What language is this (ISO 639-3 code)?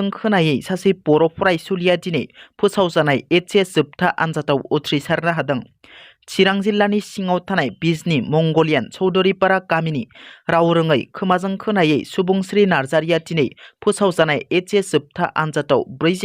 brx